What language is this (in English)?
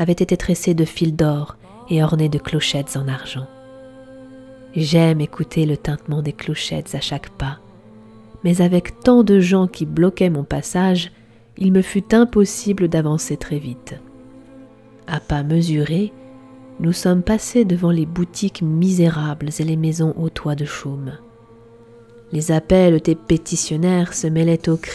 French